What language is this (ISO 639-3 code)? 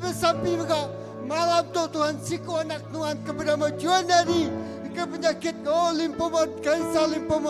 iba